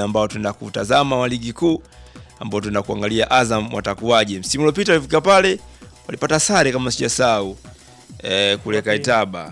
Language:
Swahili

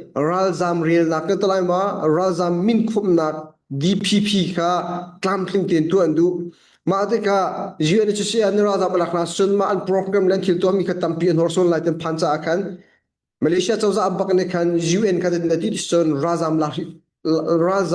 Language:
Hakha Chin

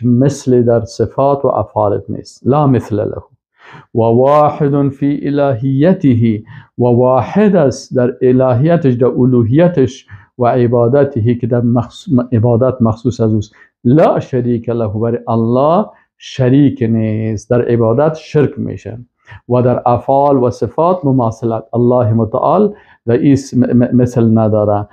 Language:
Persian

